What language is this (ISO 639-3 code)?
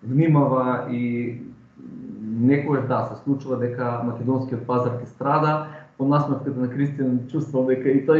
mkd